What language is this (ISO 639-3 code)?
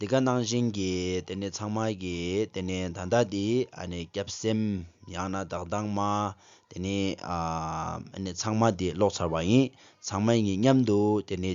bod